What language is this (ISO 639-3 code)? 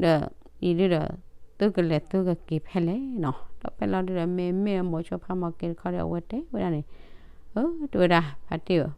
ksw